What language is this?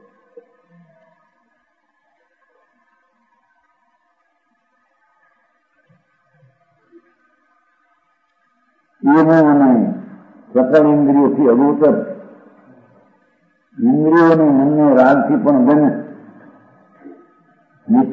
Gujarati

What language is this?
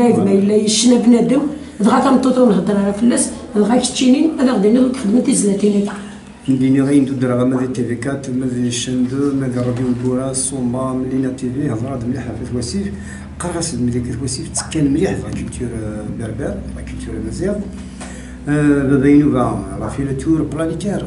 Kabyle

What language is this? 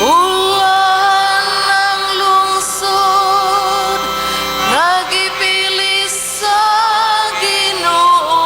Cebuano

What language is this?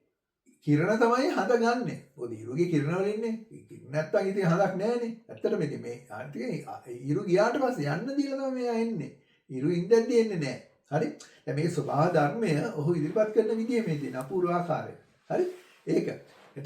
Sinhala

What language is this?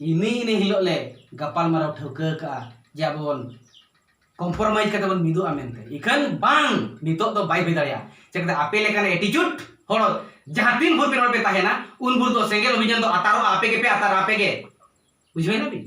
Santali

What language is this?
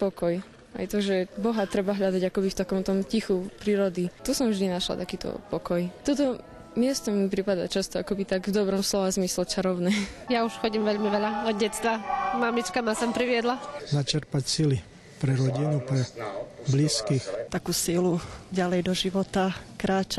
Slovak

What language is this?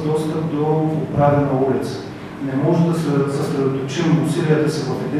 Bulgarian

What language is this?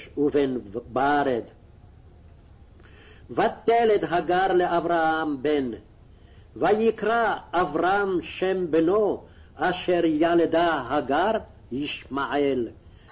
Hebrew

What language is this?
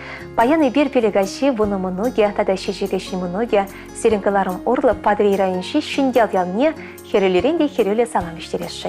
Chuvash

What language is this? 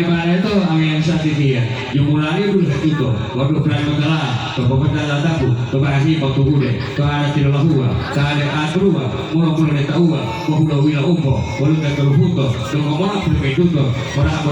Gorontalo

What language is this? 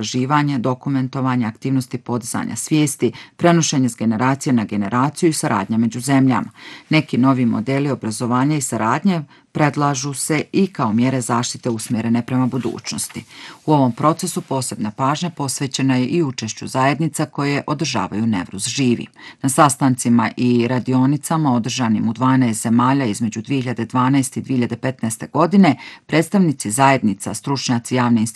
Bosnian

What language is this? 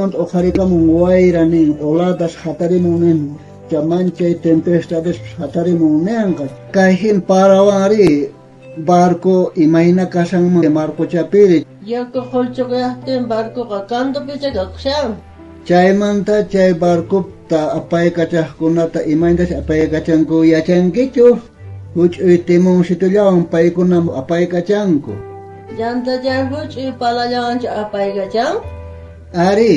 South Bolivian Quechua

